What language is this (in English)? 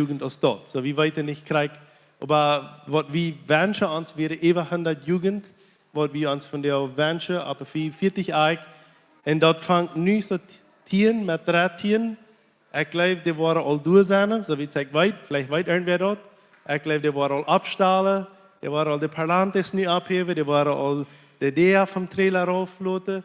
Plautdietsch